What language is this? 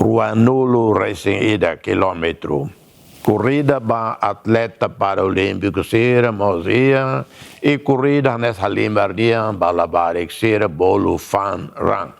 Tetum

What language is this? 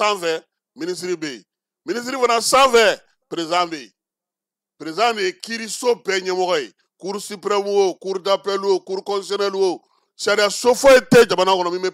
Bambara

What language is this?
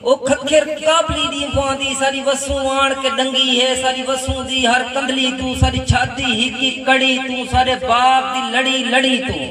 Saraiki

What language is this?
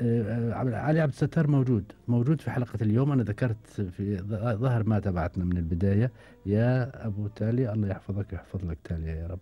Gulf Arabic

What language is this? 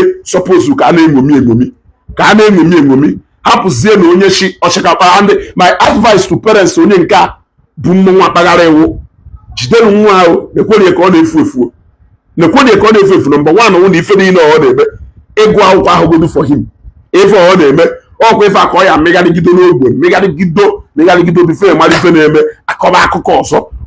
Igbo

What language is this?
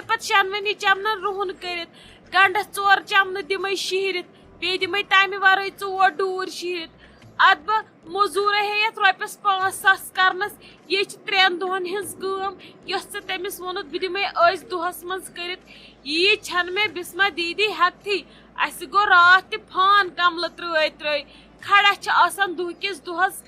Kashmiri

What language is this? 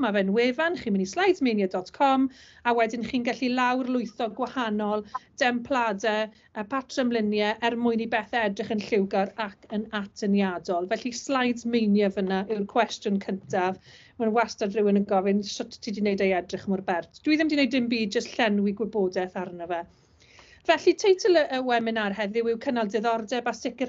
Welsh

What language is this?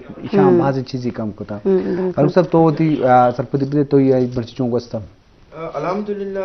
Eastern Balochi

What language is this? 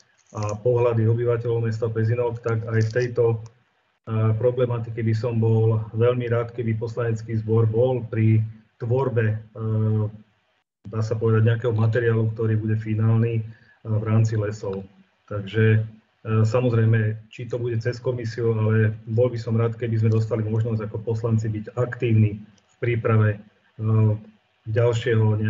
Slovak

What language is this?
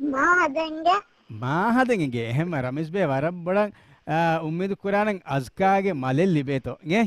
Divehi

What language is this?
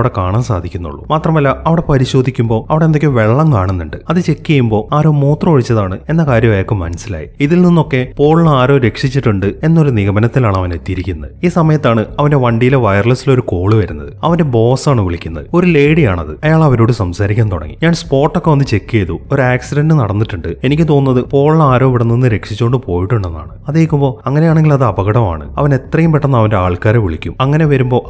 Malayalam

